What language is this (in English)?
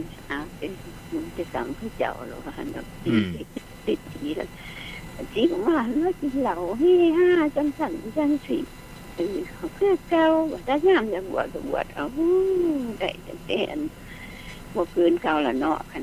Northeastern Thai